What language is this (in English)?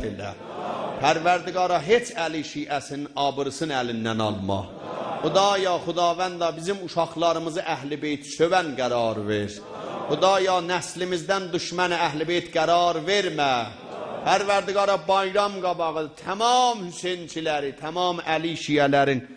South Azerbaijani